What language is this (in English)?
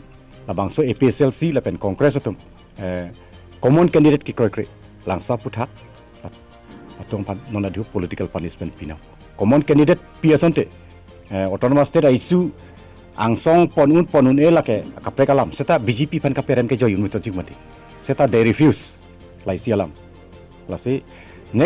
Karbi